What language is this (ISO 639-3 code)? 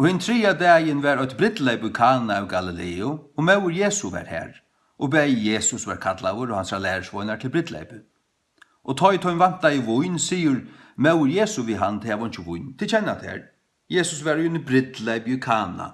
fao